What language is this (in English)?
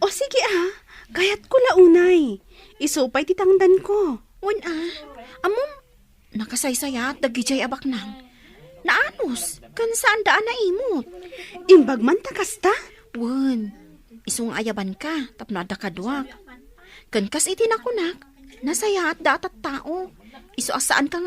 Iloko